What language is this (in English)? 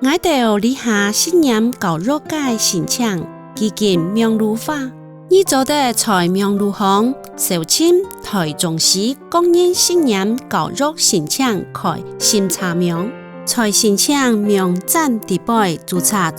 Hakka Chinese